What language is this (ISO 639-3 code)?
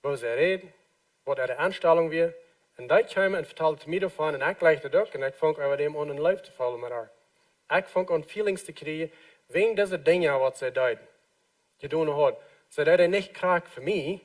pdt